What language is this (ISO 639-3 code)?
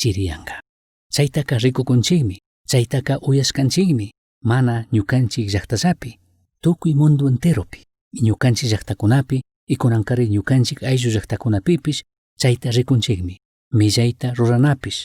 qug